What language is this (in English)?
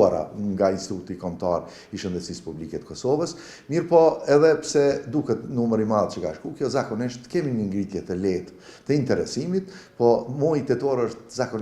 Albanian